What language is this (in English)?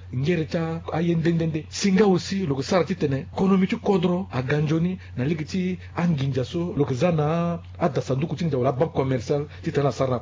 Sango